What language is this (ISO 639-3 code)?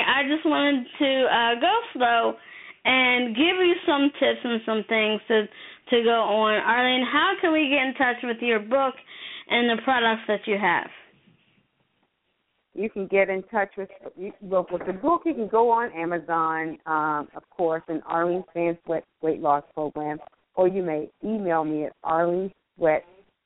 eng